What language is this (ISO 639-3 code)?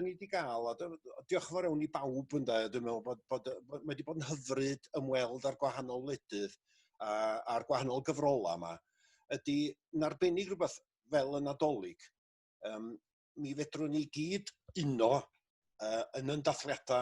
cym